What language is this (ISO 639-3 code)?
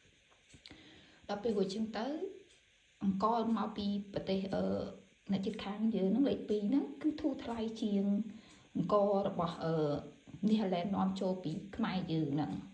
khm